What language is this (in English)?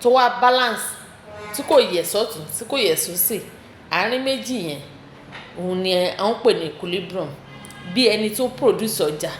Yoruba